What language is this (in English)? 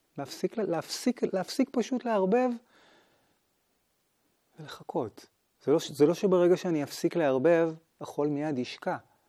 Hebrew